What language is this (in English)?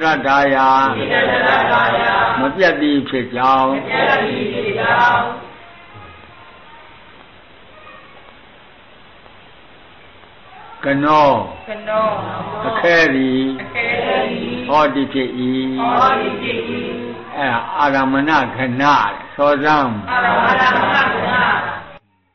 Burmese